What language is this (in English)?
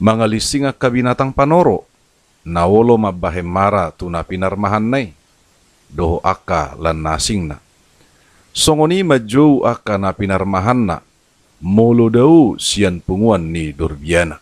Batak Toba